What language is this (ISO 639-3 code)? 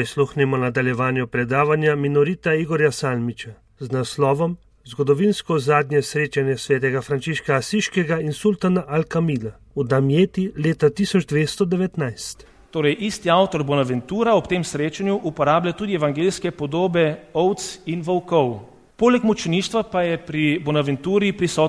slv